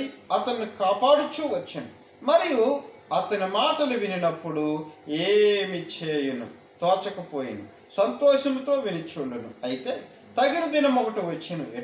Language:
Telugu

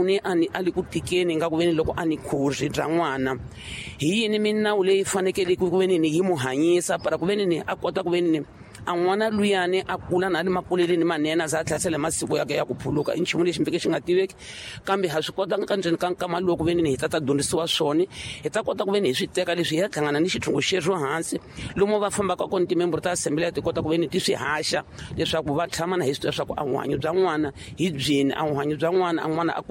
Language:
Tsonga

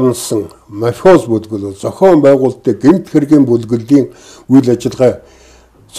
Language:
Mongolian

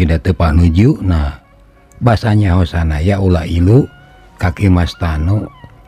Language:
Sundanese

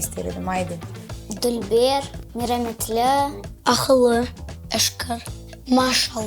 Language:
Crimean Tatar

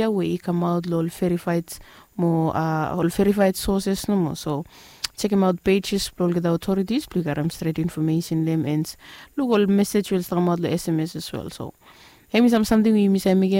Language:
Bislama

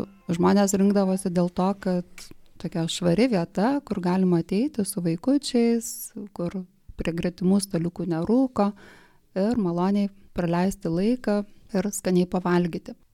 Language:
Lithuanian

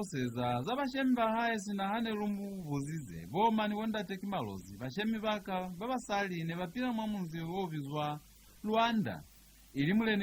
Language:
Lozi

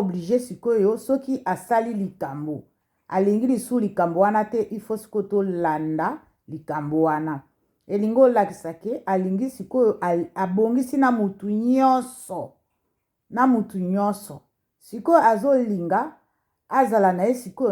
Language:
Lingala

